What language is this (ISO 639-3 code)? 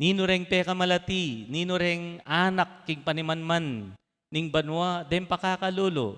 pam